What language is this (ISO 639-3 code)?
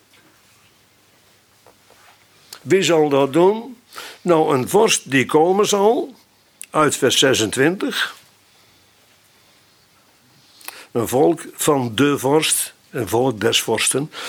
nld